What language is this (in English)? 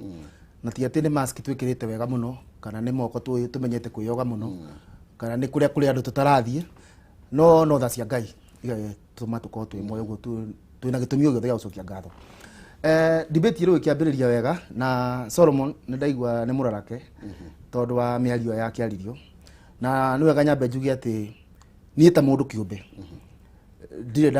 Kikuyu